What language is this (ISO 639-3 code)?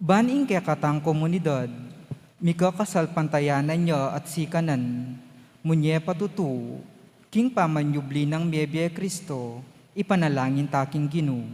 pam